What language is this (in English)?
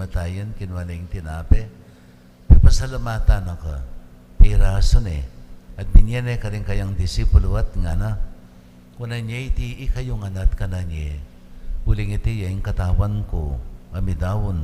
Pampanga